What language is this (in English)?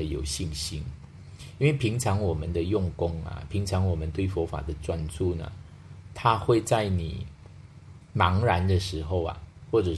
Chinese